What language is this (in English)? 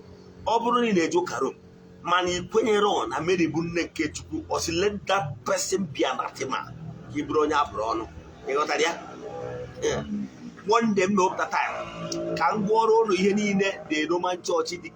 Igbo